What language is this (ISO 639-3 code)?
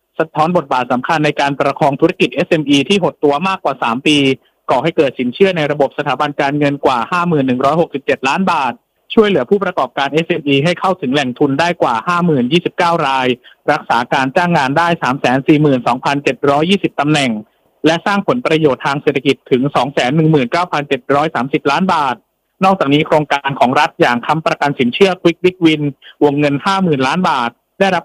tha